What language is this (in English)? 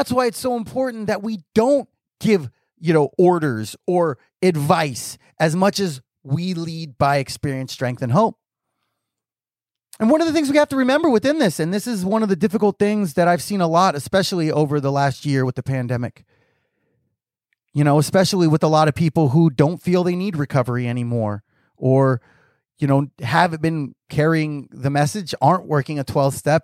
English